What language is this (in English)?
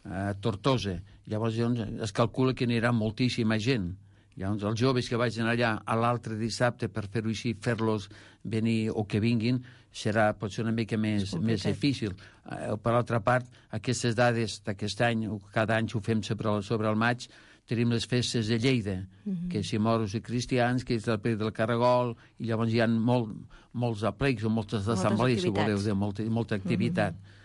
Catalan